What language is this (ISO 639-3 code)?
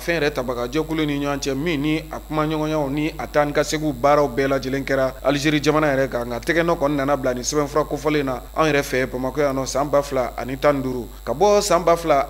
bam